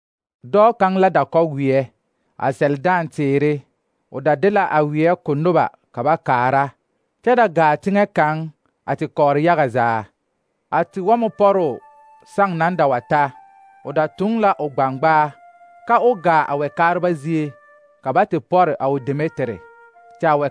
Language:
Southern Dagaare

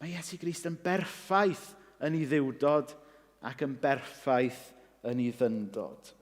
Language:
Welsh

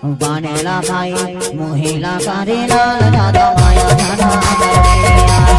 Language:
Chhattisgarhi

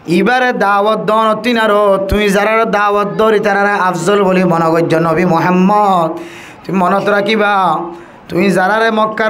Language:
Rohingya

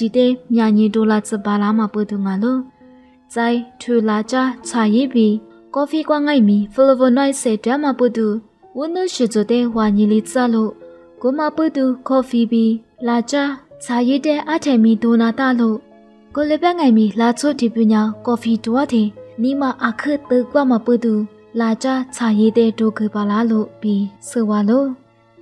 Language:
Lisu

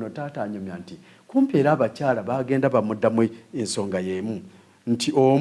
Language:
Ganda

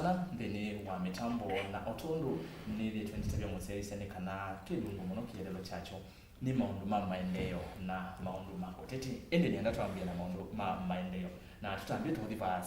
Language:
Kamba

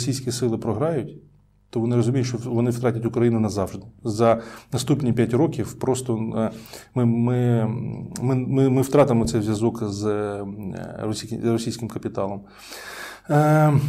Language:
Ukrainian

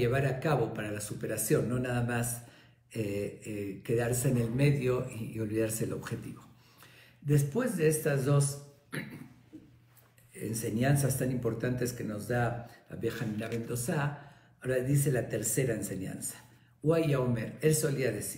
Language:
Spanish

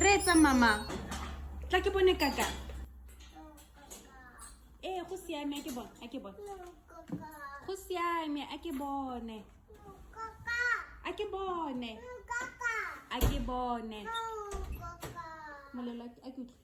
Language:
Tswana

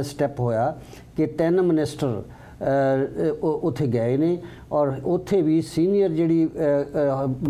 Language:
Punjabi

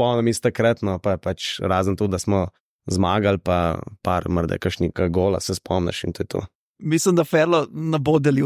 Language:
Slovenian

